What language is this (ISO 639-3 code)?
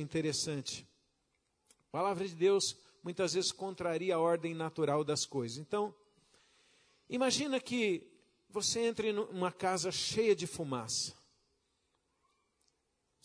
por